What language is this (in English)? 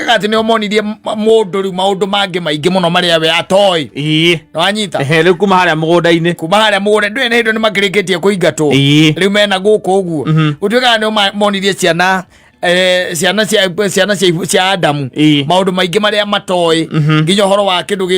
Kikuyu